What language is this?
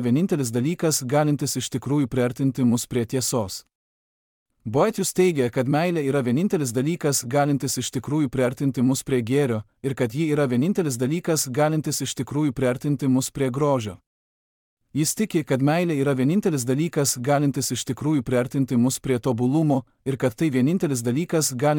Lithuanian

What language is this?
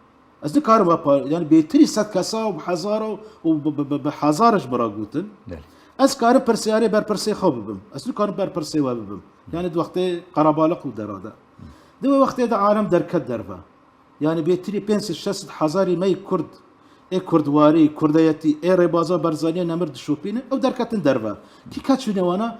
Kurdish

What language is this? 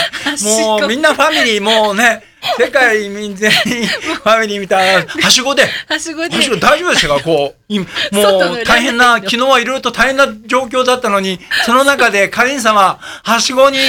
Japanese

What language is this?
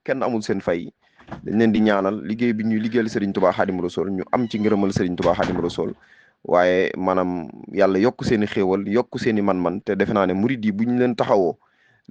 Wolof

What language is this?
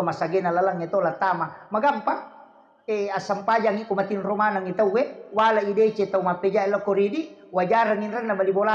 Buginese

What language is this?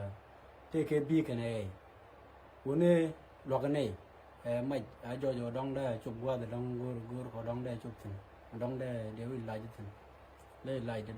Nuer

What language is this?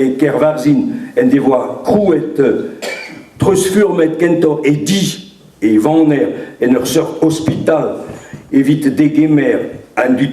Breton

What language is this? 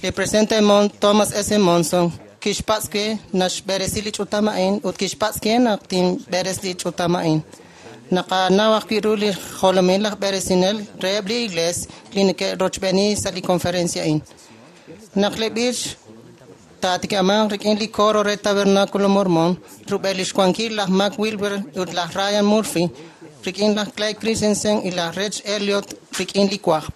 Kekchí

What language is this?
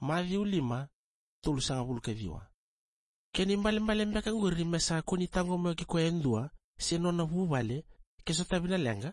Fijian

